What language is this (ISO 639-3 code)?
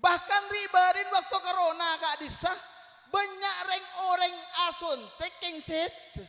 mad